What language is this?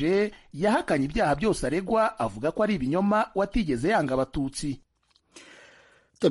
Kinyarwanda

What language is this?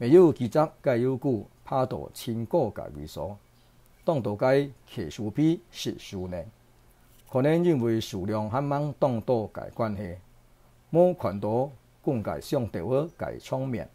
Hakka Chinese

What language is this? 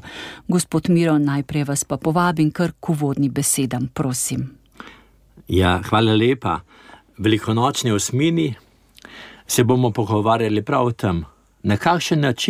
Slovenian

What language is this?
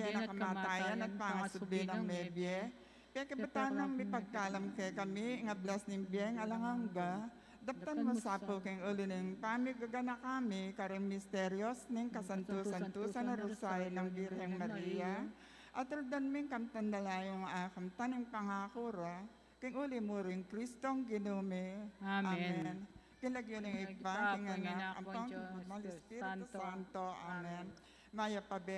Pampanga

